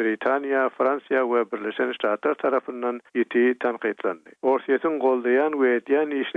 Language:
Turkmen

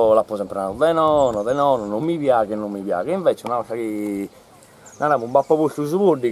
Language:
Sardinian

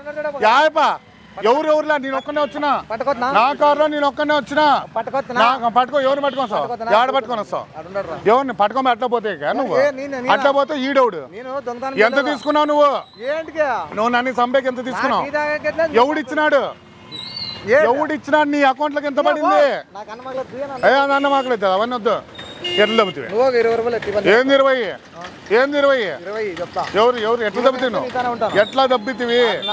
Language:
Telugu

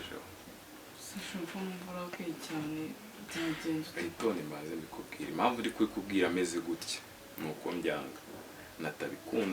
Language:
Kinyarwanda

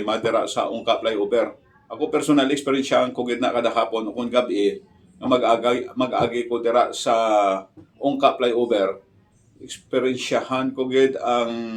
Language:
Hiligaynon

